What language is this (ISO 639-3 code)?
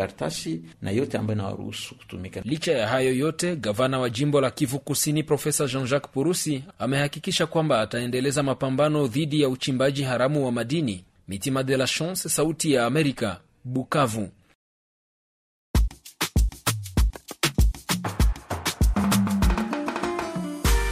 swa